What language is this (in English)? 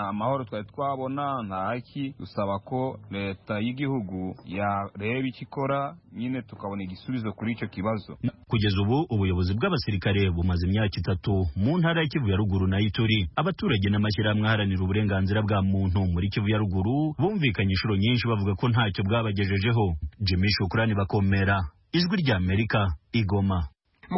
Kinyarwanda